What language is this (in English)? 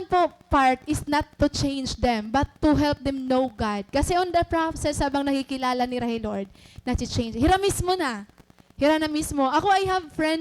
Waray